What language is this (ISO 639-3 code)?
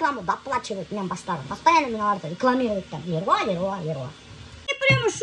bak